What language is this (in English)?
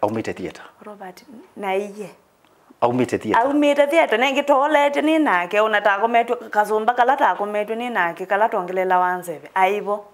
Kamba